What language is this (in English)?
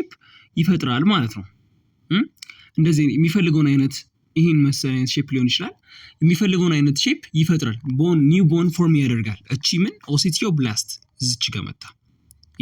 Amharic